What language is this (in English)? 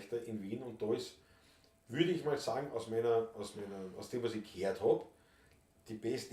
Bavarian